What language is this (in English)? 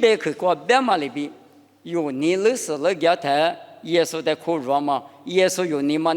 Lisu